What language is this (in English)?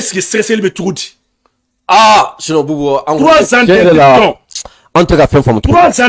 Bambara